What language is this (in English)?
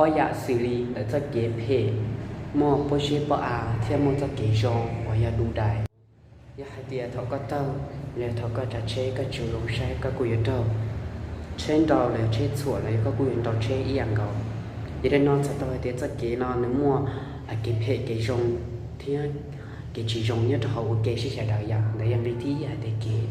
Hmong